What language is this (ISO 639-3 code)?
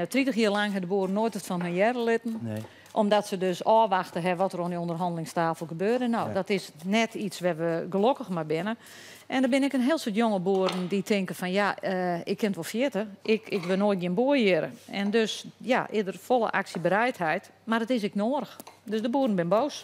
fry